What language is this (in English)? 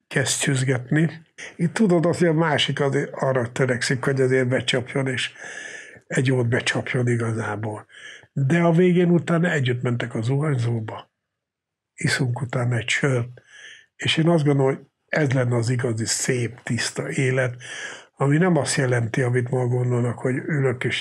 Hungarian